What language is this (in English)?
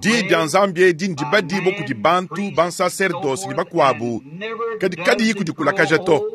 Luba-Lulua